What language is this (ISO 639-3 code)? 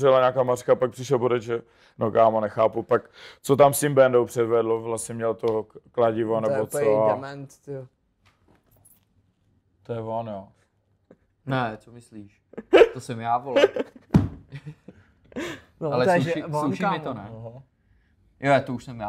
ces